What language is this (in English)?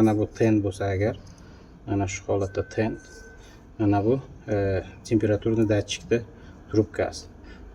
Uzbek